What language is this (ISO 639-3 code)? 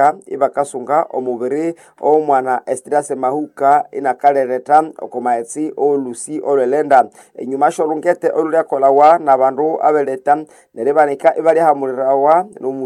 nnb